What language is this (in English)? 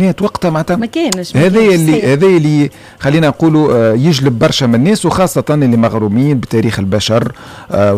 Tunisian Arabic